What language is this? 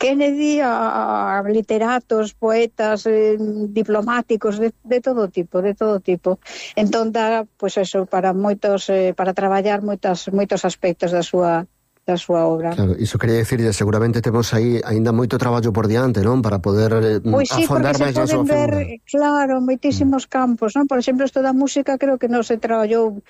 Galician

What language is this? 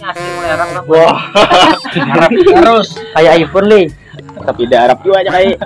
Banjar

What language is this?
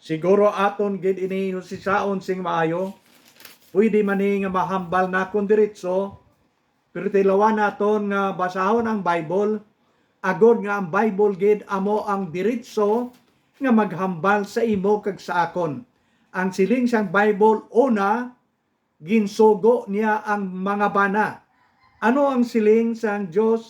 Hiligaynon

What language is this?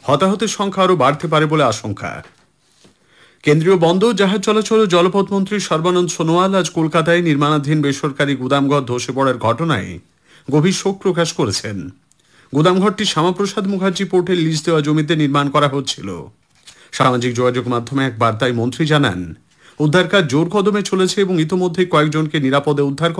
Bangla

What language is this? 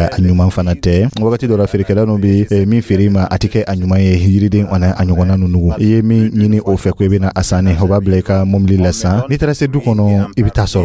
Dyula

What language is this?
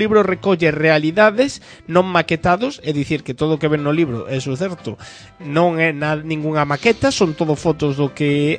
Galician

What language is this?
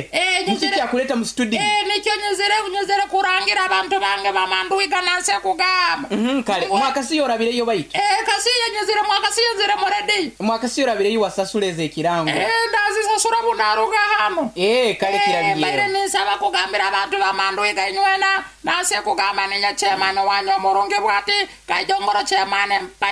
Nyoro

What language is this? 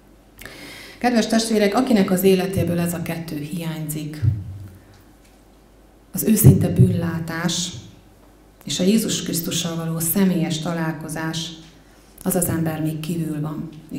Hungarian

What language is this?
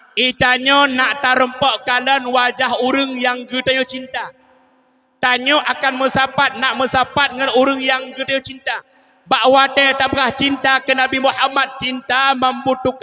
Achinese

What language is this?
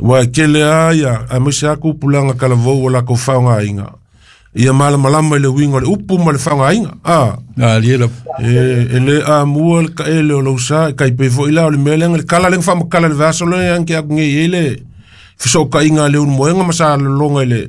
Samoan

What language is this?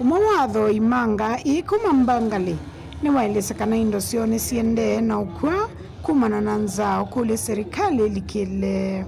Kamba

